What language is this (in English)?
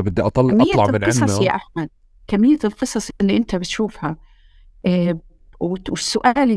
North Levantine Arabic